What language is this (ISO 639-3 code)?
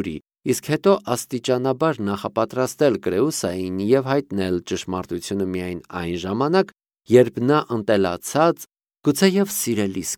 hye